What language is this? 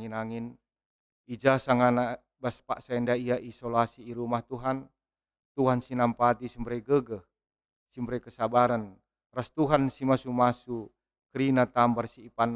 Batak Karo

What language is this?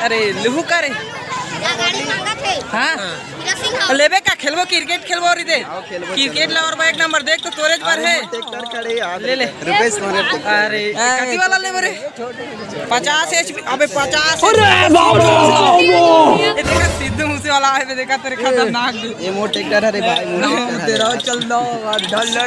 Chhattisgarhi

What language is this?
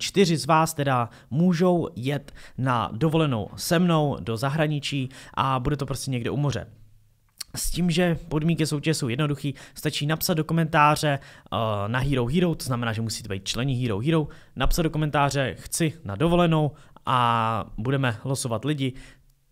Czech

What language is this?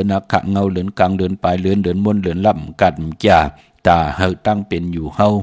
Shan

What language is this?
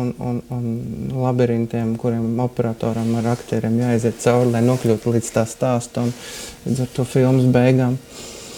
Latvian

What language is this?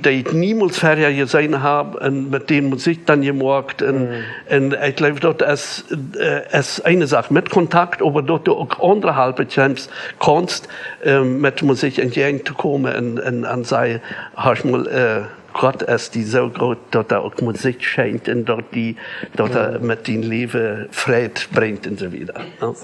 Plautdietsch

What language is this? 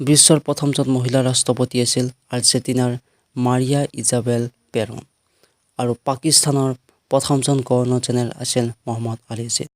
Assamese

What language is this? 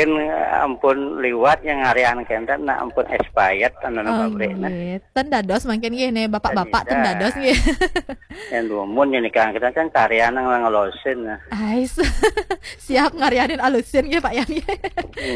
Balinese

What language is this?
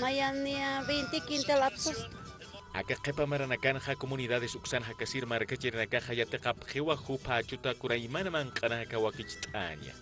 Aymara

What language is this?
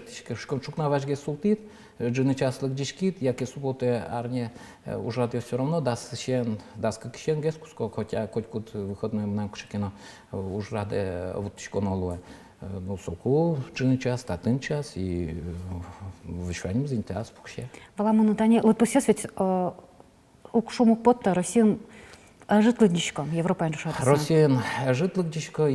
Udmurt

